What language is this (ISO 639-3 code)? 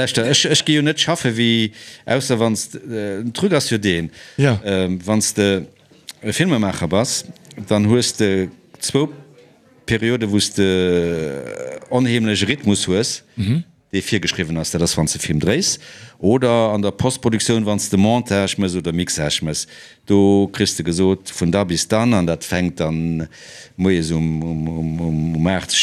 ltz